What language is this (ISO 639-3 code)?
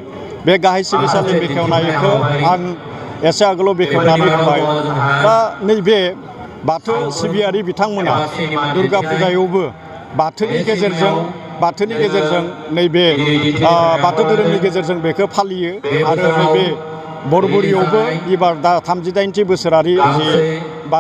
brx